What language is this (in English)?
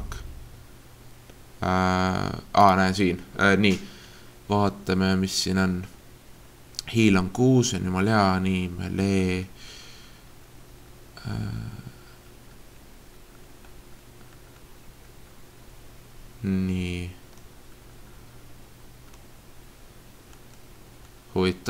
Estonian